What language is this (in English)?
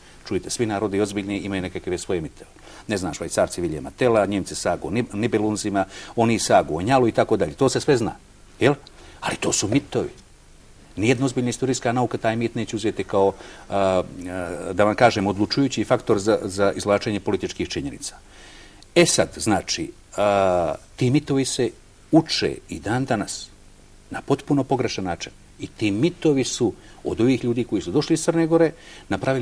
Bosnian